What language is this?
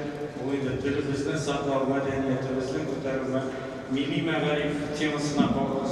Tatar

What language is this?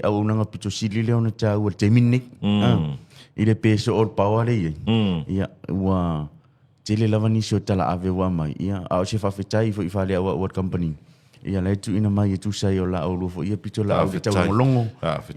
Samoan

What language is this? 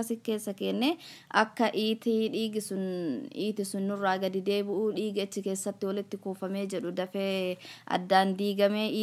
Oromo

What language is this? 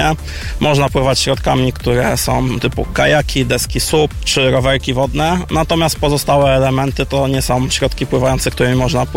Polish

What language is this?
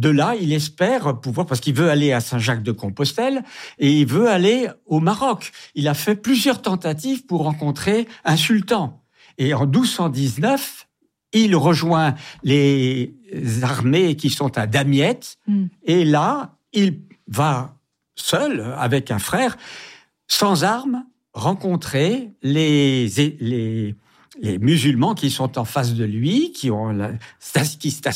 French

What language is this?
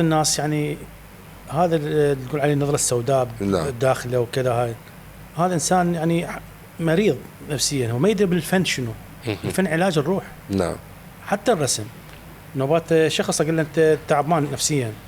Mesopotamian Arabic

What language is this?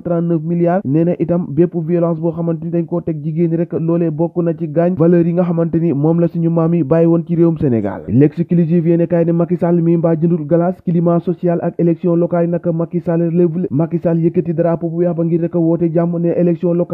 Wolof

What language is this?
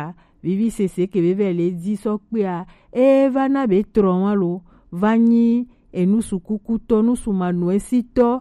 Gen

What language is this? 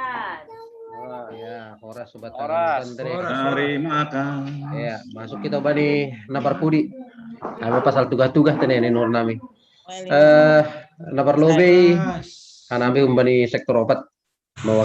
Batak Simalungun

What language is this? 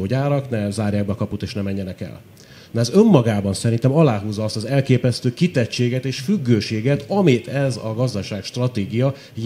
Hungarian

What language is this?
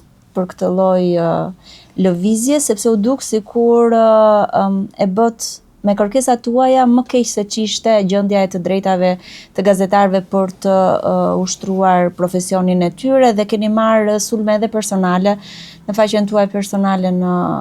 Albanian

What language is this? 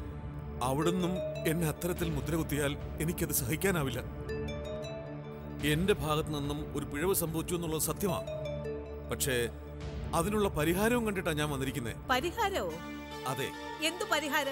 Malayalam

